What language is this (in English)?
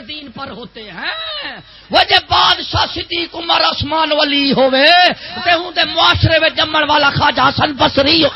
Saraiki